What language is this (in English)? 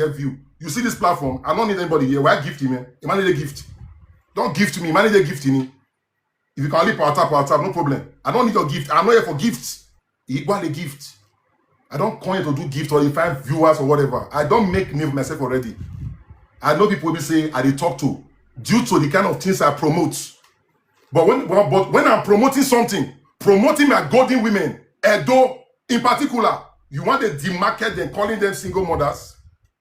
Nigerian Pidgin